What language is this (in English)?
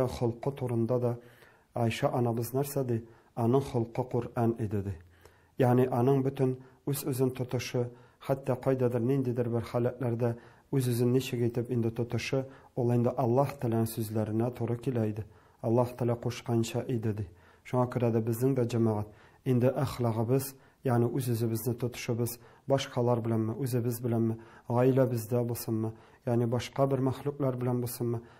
Tatar